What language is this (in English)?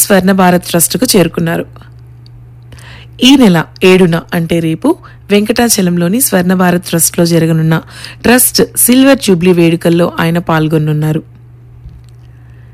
Telugu